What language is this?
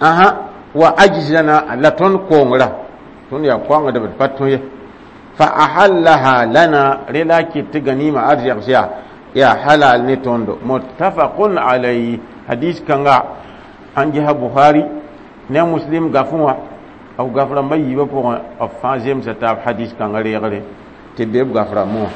Mossi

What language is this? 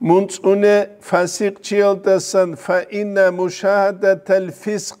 Avaric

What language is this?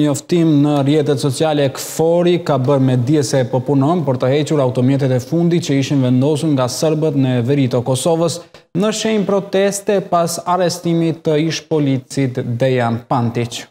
Albanian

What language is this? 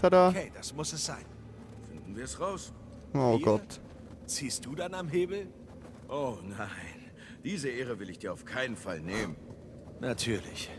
Swiss German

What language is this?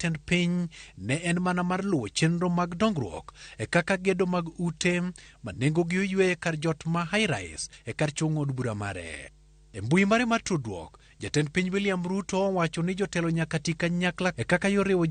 Luo (Kenya and Tanzania)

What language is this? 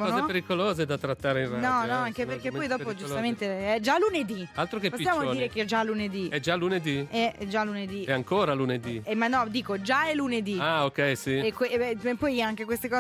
Italian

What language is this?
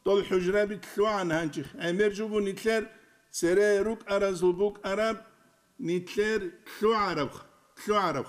Avaric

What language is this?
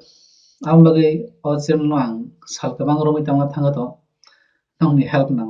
Kok Borok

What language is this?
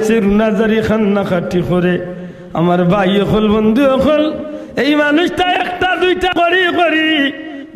Sylheti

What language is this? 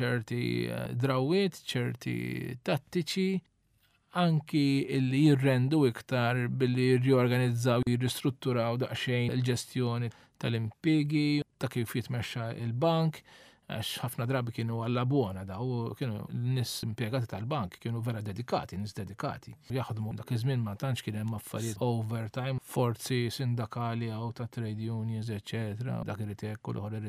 Maltese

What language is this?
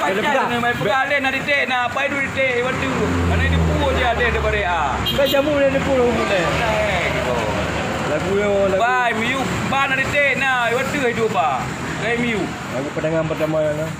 Achinese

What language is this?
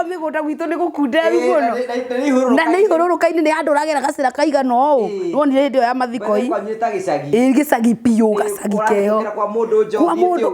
Kikuyu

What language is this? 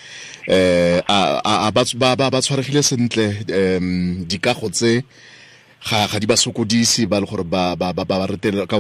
Tswana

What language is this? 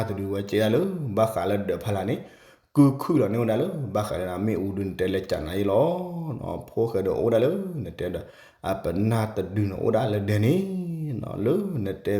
S'gaw Karen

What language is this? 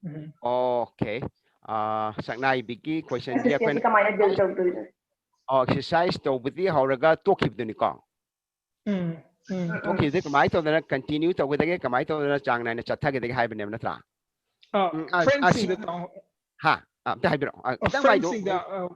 Manipuri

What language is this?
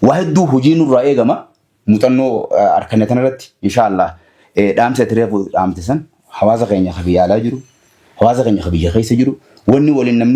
Oromo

